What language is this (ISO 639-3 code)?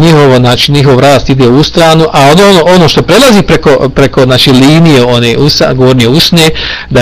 bos